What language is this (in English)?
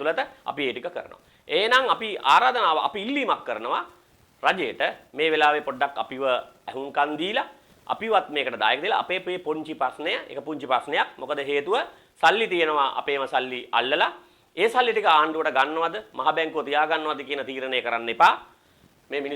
Sinhala